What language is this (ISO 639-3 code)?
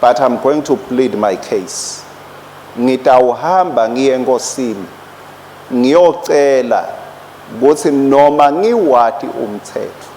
ssw